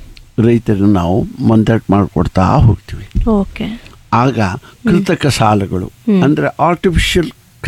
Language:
Kannada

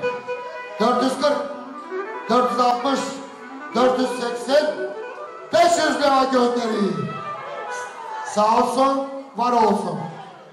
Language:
Turkish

